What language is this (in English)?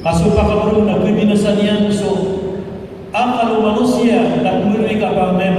Maranao